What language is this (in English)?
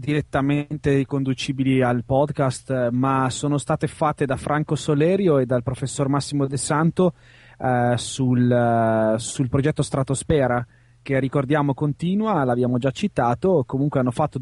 Italian